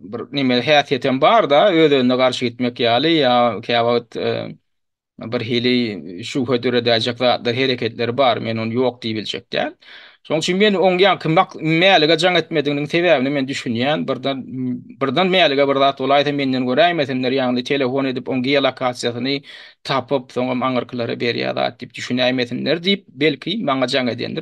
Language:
Turkmen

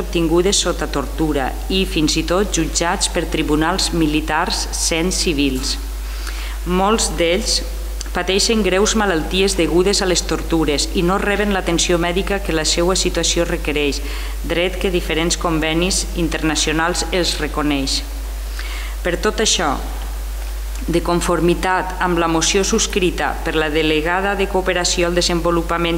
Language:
Catalan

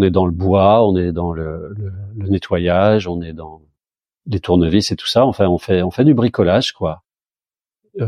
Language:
French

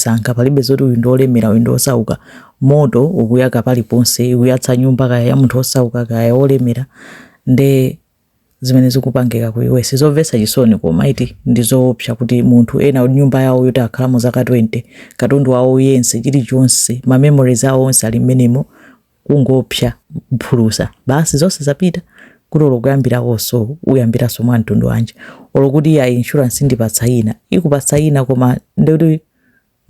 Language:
Nyanja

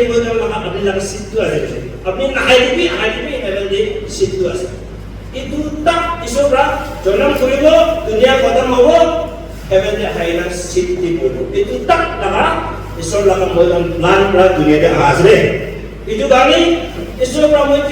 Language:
Naga Pidgin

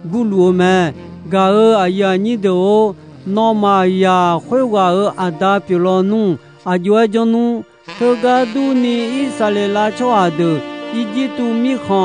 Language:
Akha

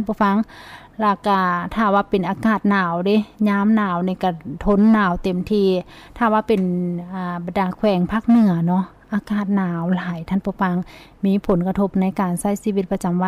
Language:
Lao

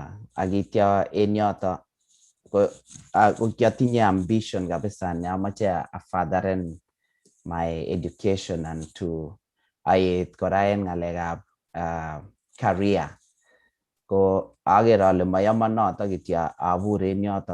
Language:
Kalenjin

